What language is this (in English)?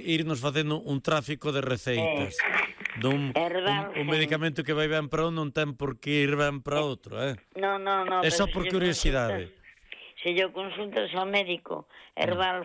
Galician